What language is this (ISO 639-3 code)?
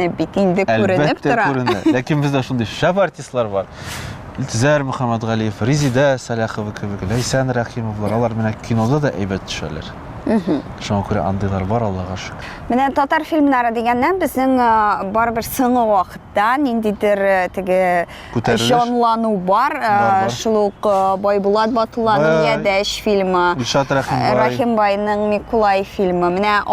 tat